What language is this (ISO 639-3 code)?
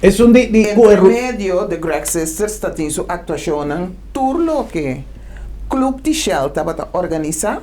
pap